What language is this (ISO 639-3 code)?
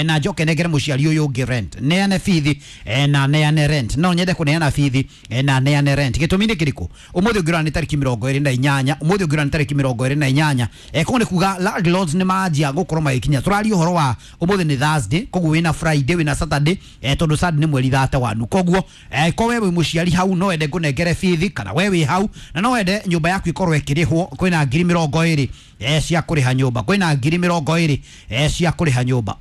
kik